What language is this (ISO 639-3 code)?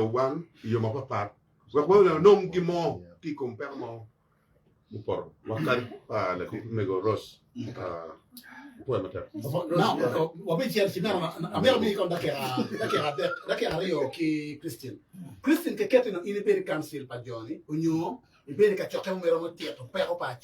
ach